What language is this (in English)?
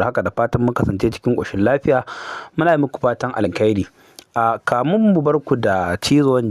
Hausa